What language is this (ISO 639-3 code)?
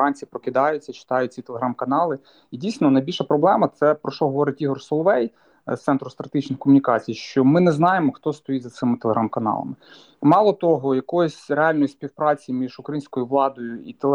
ukr